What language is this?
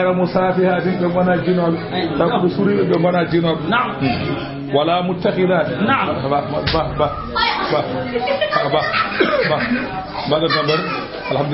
Fula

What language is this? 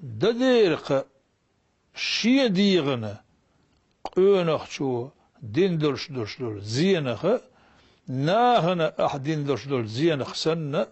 Chechen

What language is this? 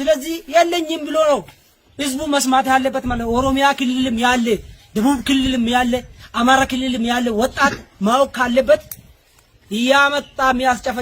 Amharic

